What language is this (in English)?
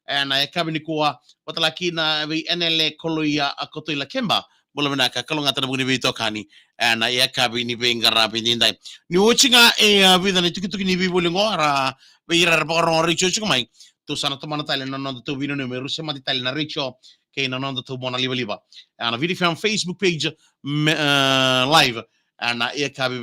Fijian